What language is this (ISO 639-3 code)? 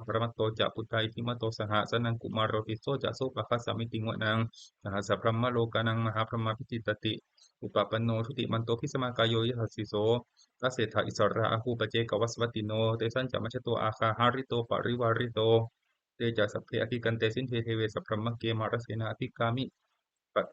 pli